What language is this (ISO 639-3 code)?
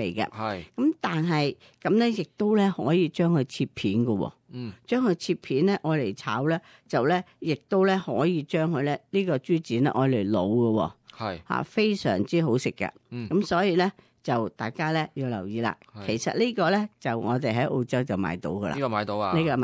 yue